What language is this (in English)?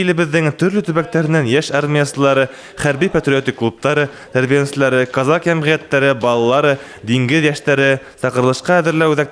Bashkir